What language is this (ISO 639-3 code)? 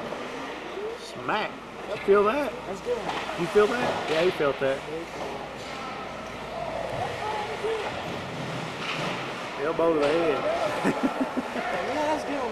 eng